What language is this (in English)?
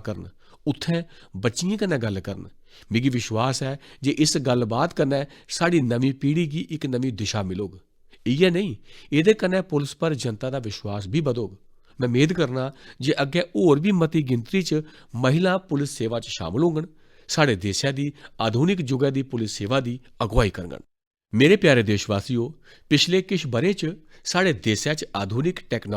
Dogri